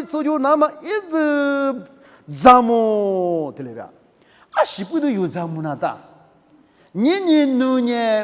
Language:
Lisu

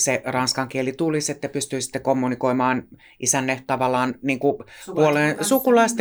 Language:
Finnish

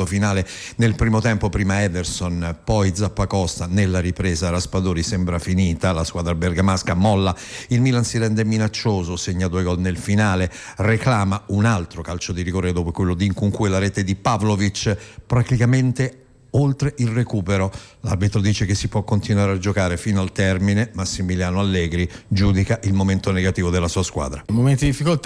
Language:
Italian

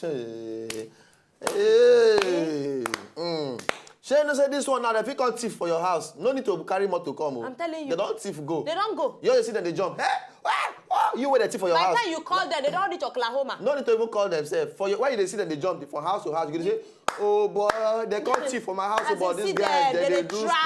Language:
Nigerian Pidgin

